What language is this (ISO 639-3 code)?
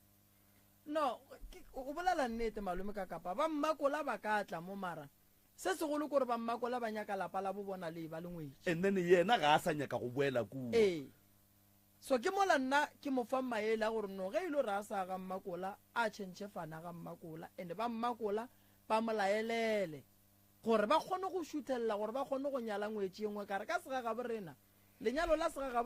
nso